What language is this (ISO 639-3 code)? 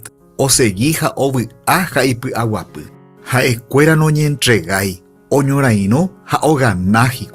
grn